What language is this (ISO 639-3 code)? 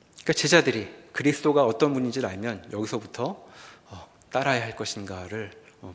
kor